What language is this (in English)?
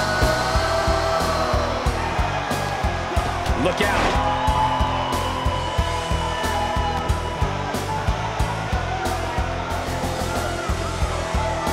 English